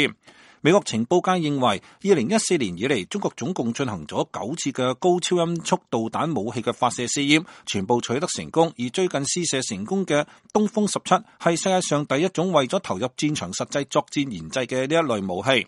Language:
Cantonese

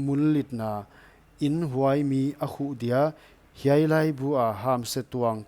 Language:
Paite Chin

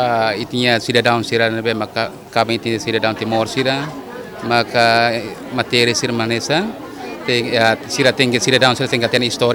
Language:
Tetum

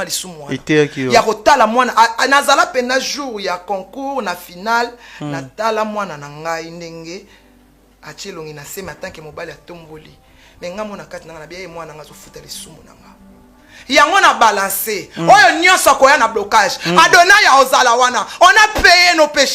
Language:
Lingala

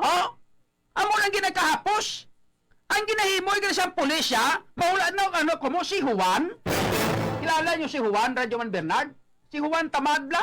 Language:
Hiligaynon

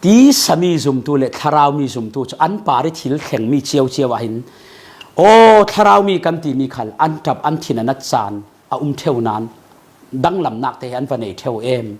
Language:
Falam Chin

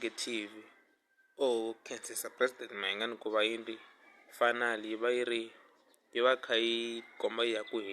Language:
Tsonga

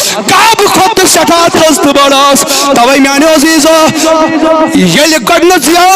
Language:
Kashmiri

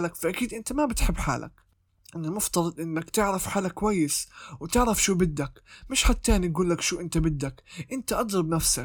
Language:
North Levantine Arabic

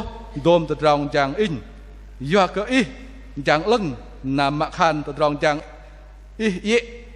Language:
Bahnar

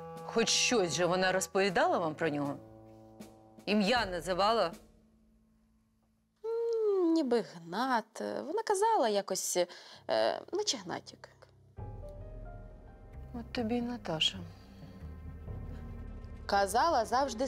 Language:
Ukrainian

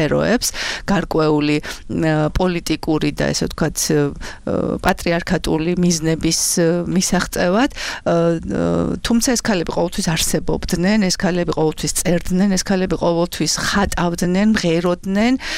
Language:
Georgian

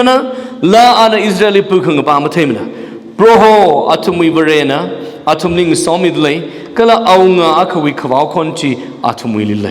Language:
Tangkhul Naga (India)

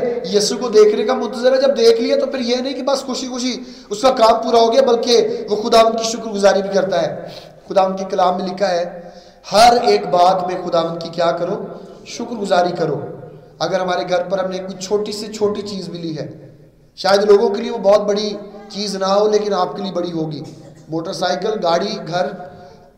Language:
Urdu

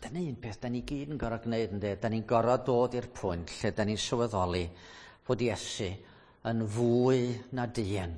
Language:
Welsh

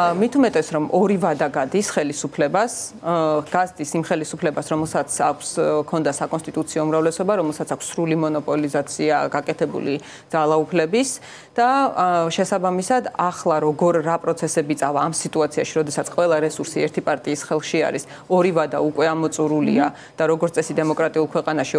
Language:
Georgian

